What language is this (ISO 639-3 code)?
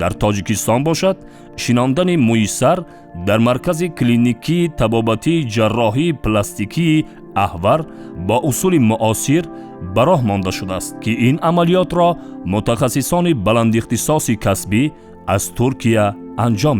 tgk